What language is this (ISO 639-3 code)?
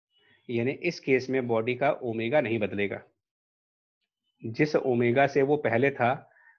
hin